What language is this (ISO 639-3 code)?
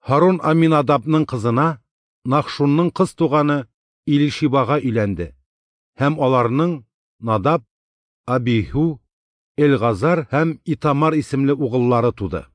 tat